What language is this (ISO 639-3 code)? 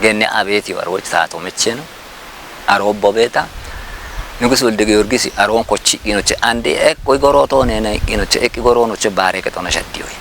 kbr